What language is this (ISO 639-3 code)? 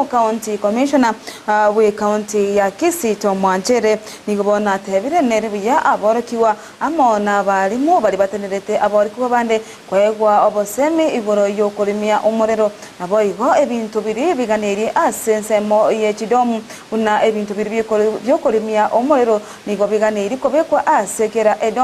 guz